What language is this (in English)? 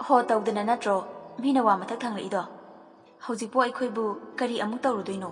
Manipuri